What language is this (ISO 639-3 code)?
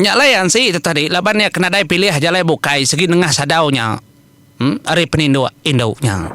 iba